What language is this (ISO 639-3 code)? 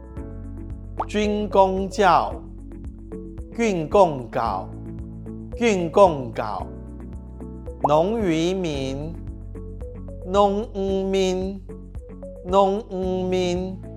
hak